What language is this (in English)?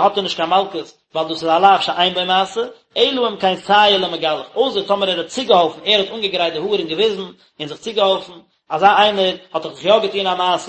Yiddish